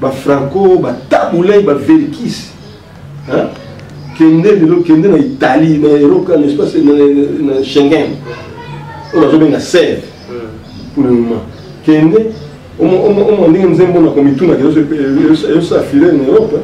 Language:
Lingala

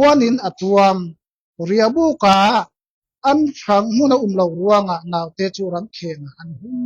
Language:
Falam Chin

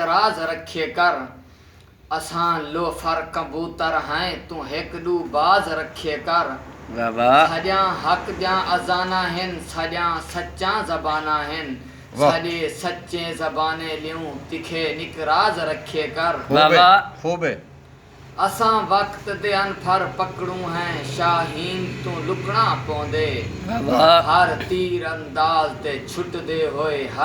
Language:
Saraiki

